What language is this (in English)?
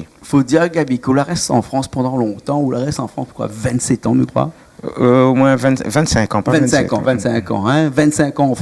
Réunion Creole French